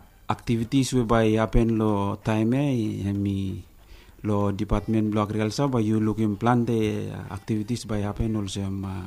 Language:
Bislama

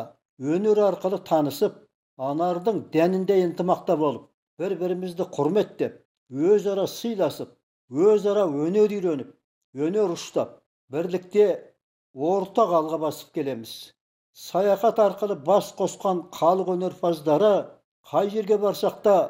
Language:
Kazakh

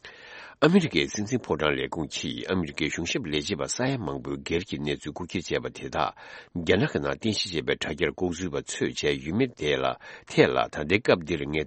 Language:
Tibetan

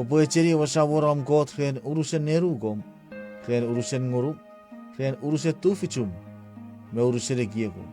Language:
Chuukese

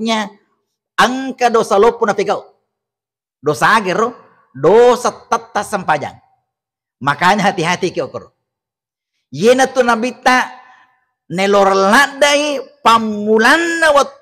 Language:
Buginese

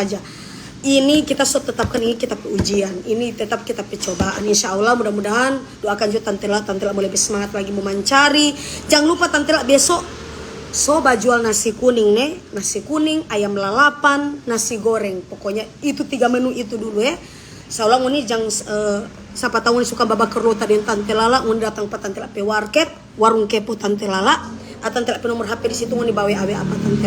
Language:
Manado Malay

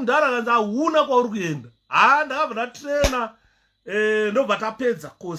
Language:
Shona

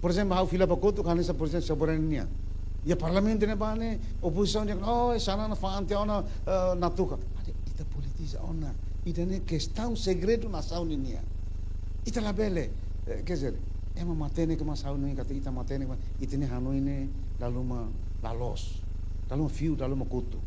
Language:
Tetum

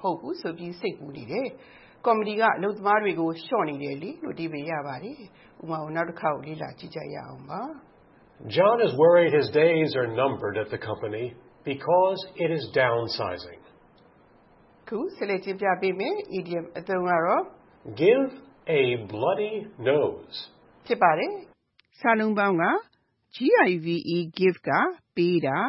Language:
Burmese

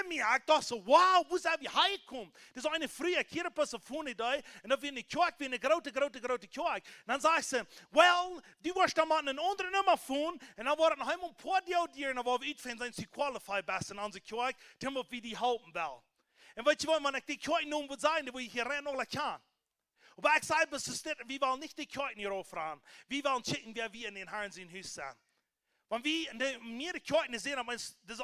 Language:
Plautdietsch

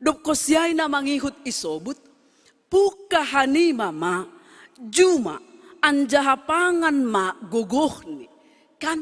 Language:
Batak Simalungun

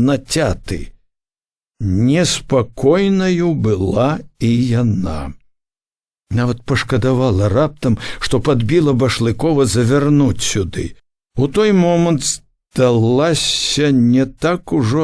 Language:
Belarusian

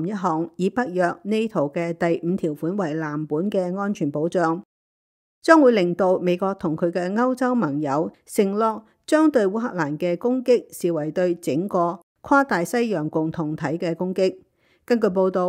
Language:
Cantonese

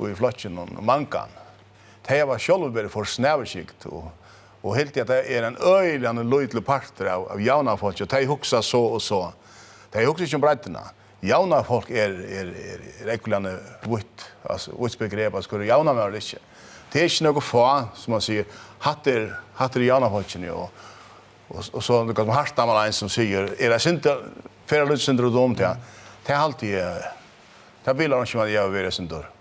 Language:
Faroese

